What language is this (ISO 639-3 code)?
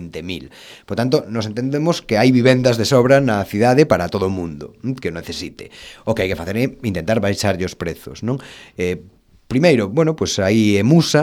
glg